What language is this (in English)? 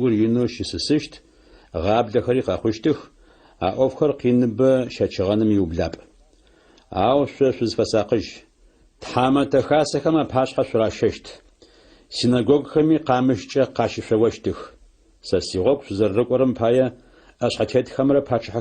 Adyghe